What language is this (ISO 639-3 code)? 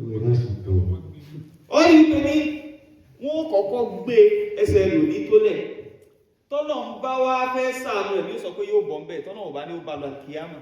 yor